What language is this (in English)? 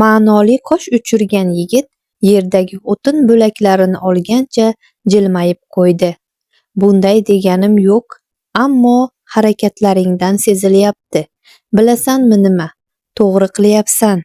Uzbek